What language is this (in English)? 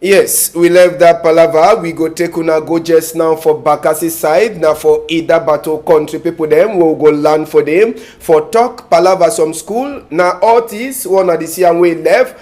Cameroon Pidgin